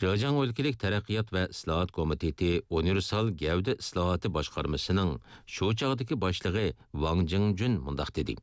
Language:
Uyghur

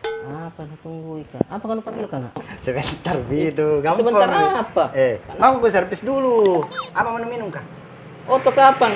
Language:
Makassar Malay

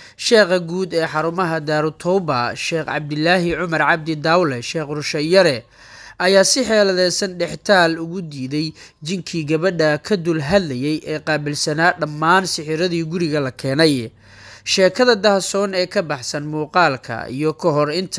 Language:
Somali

